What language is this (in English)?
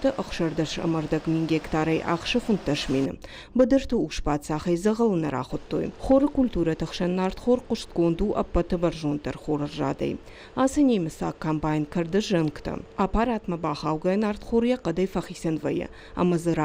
Ossetic